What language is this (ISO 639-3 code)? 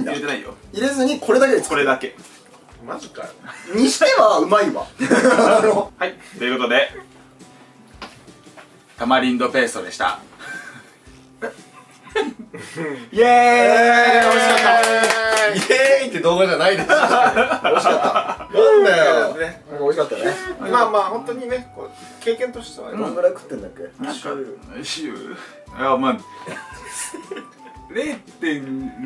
jpn